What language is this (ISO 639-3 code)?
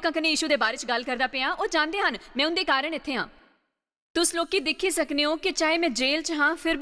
doi